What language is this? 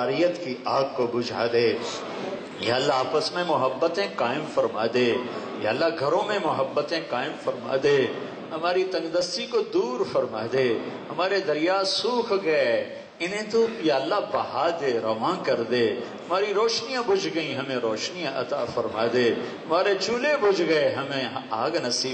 Urdu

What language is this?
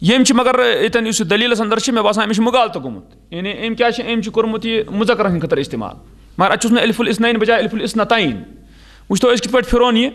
Kashmiri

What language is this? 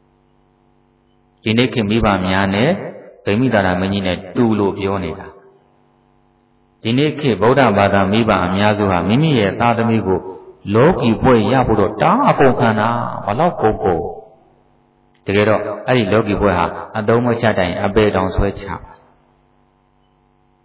Burmese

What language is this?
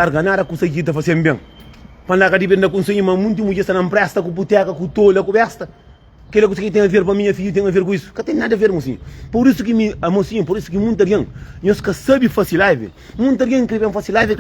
Kabuverdianu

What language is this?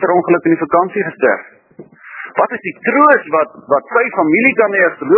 Afrikaans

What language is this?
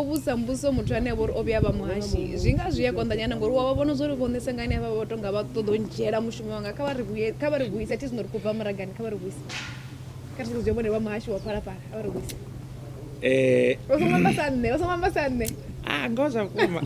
Venda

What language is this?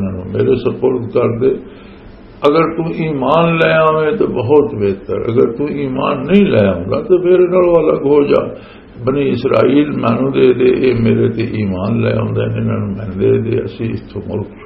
Western Panjabi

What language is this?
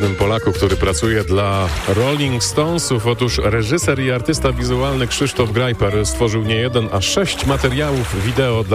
Polish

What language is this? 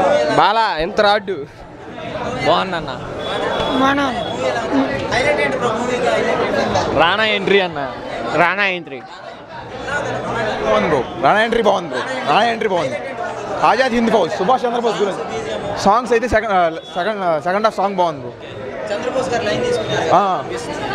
Telugu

